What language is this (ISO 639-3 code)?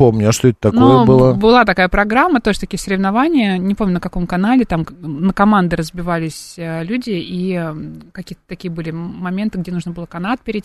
rus